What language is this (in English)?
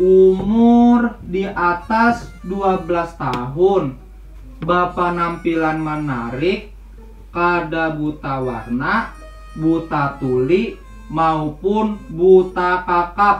Banjar